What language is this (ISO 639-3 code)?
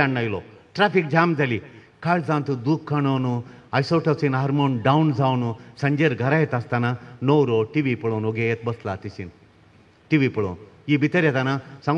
kok